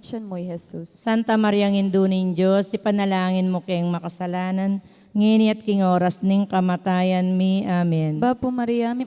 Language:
Pampanga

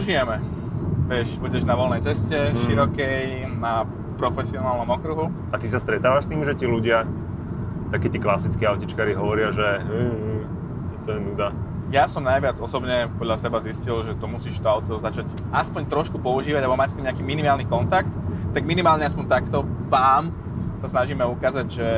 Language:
Slovak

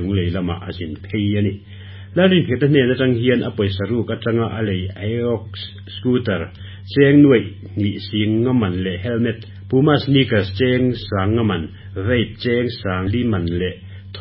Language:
Mizo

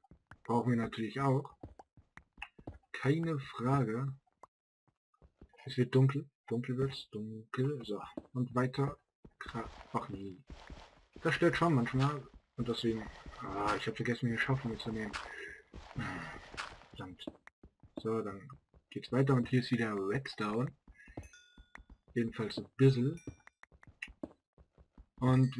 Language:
German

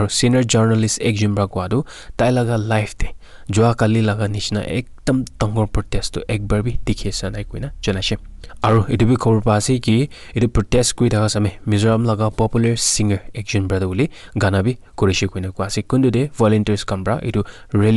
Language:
Naga Pidgin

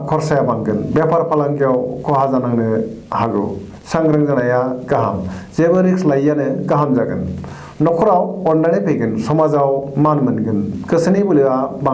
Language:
Bodo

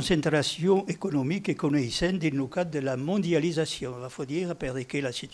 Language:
Occitan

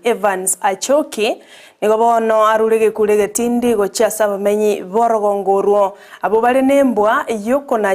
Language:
Gusii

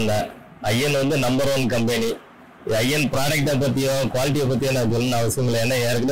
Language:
Tamil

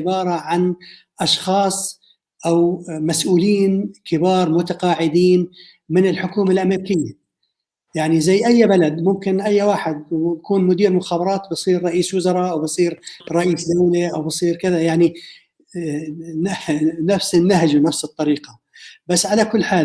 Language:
North Levantine Arabic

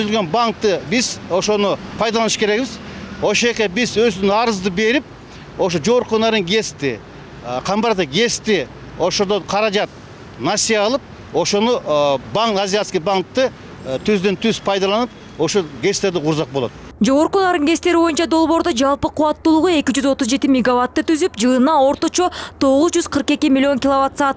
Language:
Kyrgyz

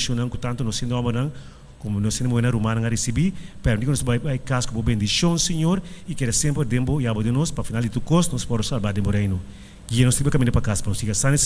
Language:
Papiamento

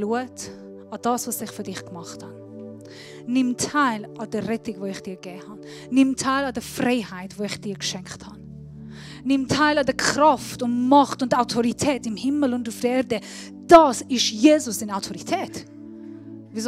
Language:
Swiss German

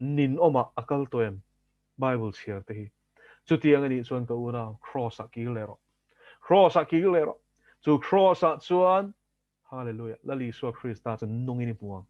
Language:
Mizo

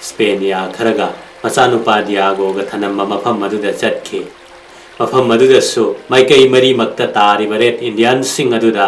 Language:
Manipuri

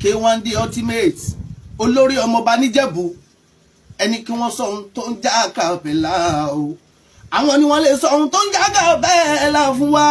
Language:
Yoruba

